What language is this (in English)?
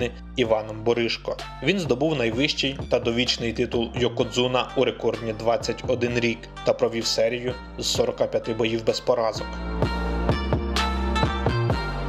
Ukrainian